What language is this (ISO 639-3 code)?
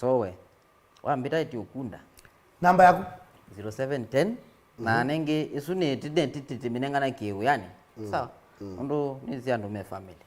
kam